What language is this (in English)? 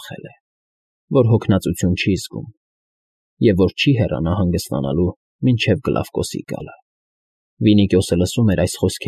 Armenian